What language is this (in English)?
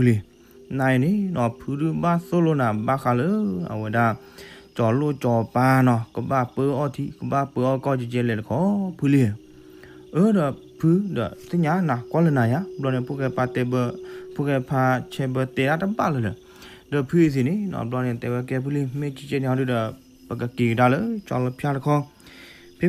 S'gaw Karen